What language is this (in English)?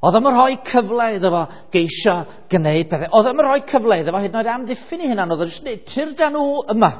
Welsh